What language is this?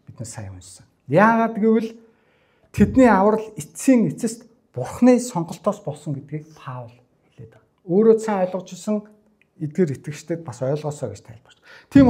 Mongolian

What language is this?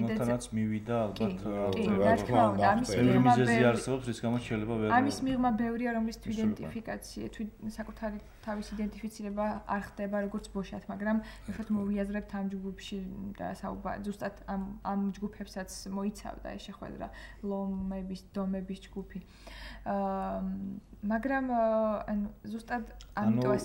Georgian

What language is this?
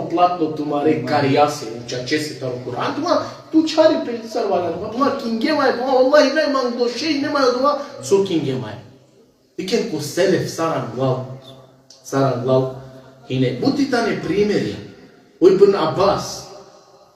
Balkan Romani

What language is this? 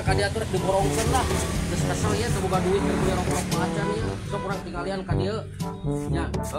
Sundanese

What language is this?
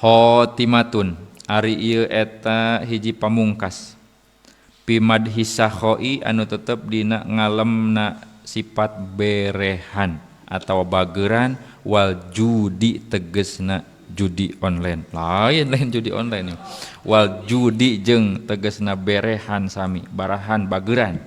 Sundanese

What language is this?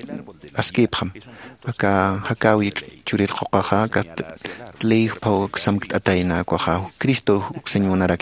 Aymara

